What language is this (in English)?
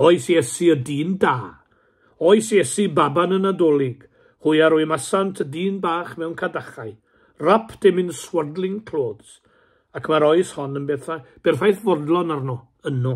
Welsh